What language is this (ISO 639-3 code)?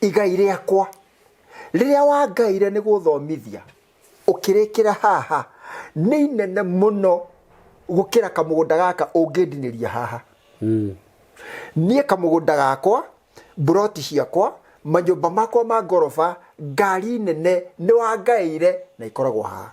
kik